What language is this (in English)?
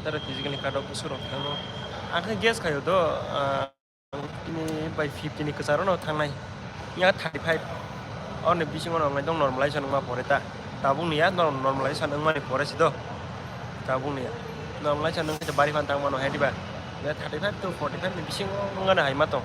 Kok Borok